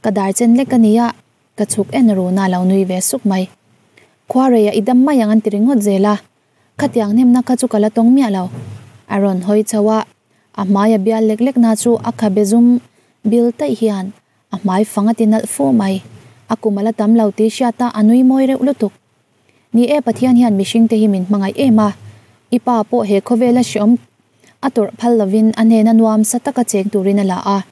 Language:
Mizo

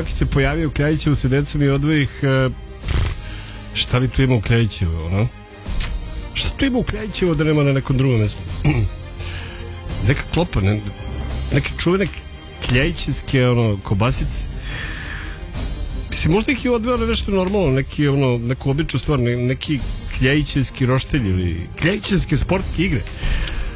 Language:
Serbian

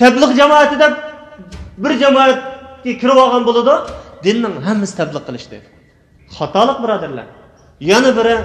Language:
Uyghur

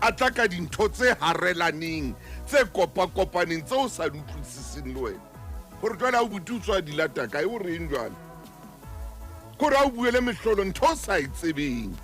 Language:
Southern Sotho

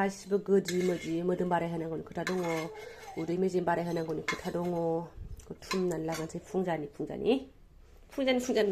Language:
Bodo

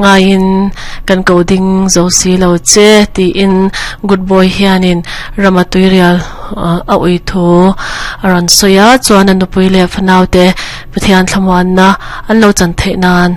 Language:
Mizo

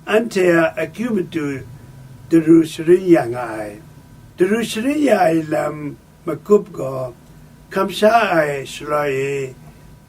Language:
Kachin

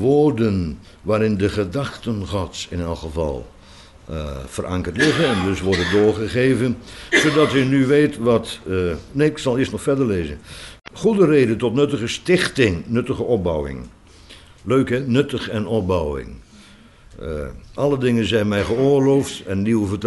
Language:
Dutch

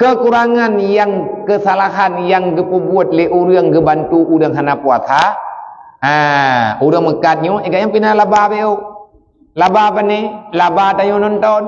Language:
Achinese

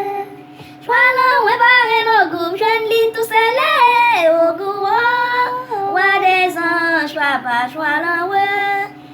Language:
Haitian Creole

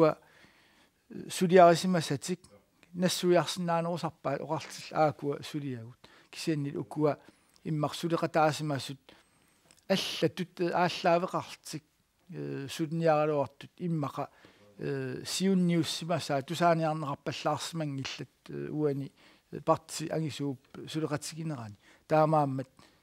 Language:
Kalaallisut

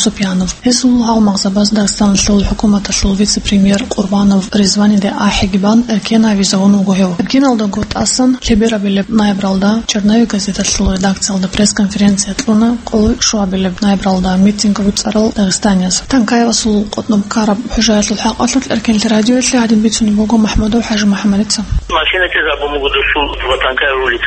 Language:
Avaric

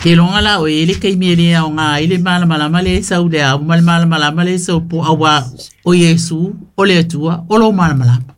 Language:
Samoan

